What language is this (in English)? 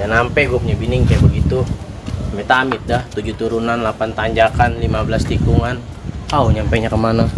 Betawi